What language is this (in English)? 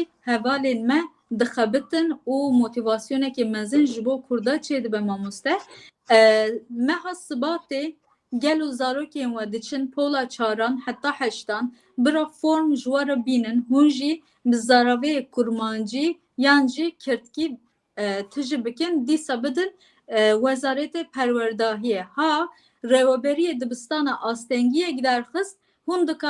Kurdish